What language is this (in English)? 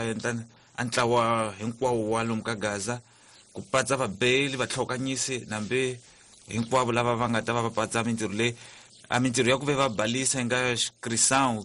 Tsonga